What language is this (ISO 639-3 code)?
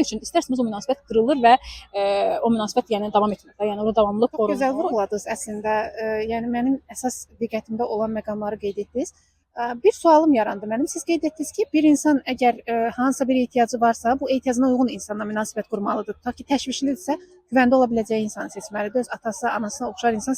aze